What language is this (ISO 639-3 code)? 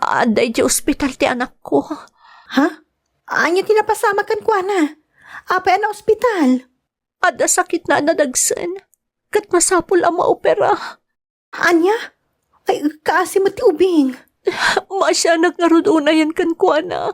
ilo